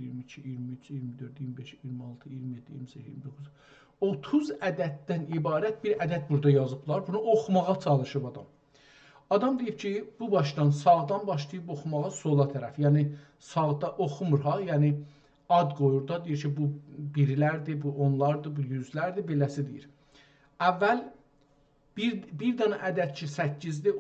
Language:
South Azerbaijani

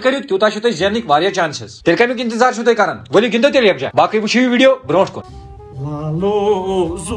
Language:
Kashmiri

